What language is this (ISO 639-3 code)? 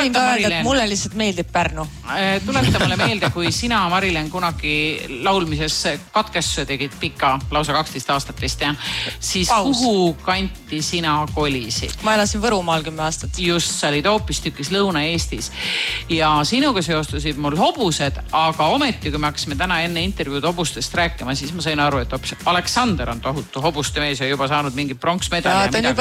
est